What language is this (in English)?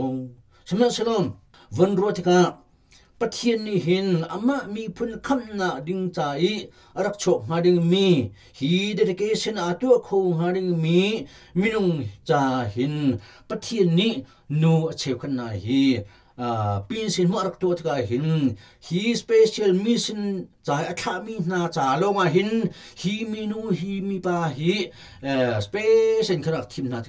Hakha Chin